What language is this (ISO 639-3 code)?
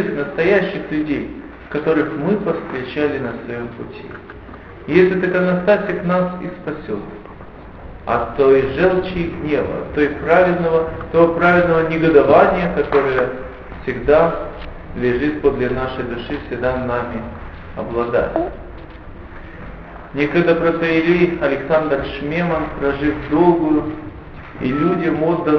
rus